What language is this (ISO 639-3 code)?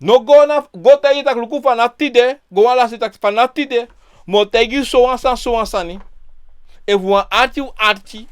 srn